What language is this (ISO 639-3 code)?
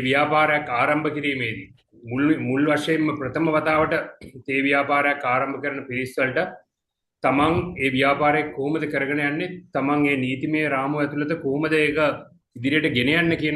sin